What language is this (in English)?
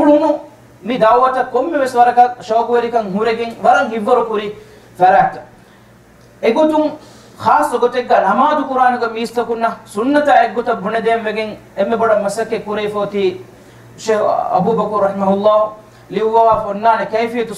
Divehi